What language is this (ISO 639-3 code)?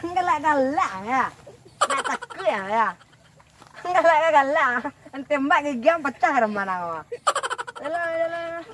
min